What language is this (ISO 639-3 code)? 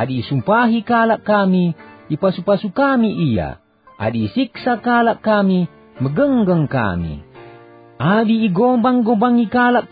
btx